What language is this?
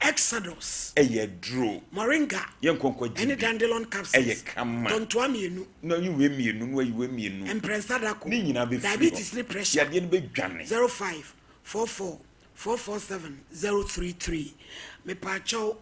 Akan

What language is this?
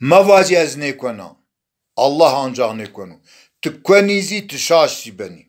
Zaza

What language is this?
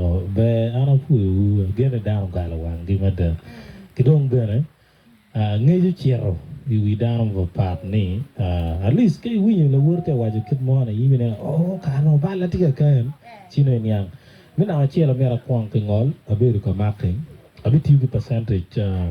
Acoli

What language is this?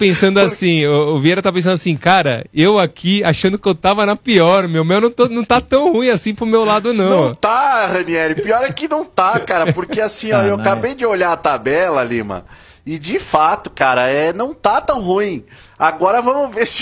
Portuguese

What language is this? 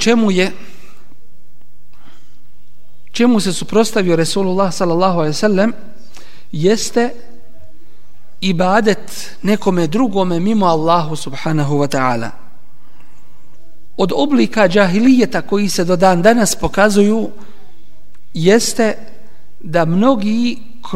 Bosnian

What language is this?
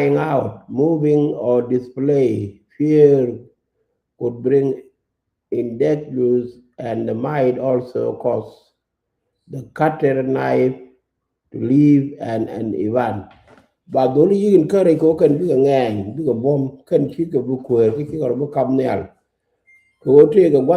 Nuer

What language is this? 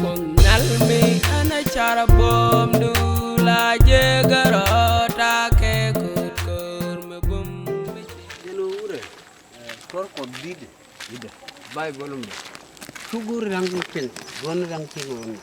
Nuer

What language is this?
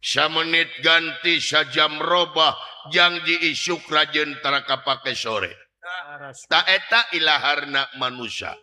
Sundanese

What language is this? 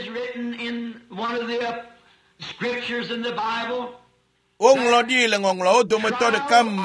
Ewe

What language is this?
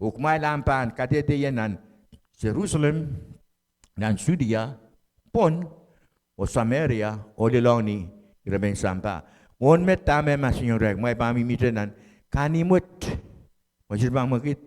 Pohnpeian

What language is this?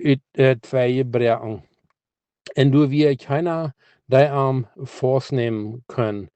Plautdietsch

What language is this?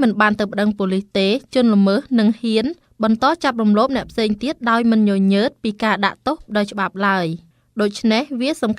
Khmer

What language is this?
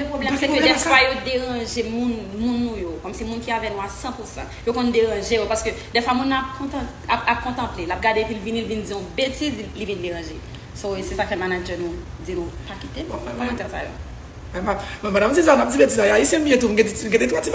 Haitian Creole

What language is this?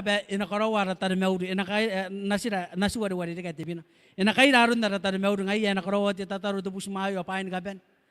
Gilbertese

